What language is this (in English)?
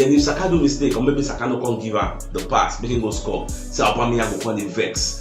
Nigerian Pidgin